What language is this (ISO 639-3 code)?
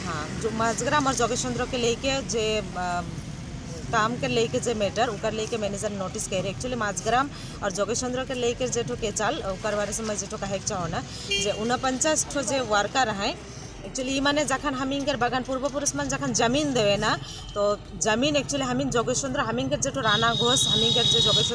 sck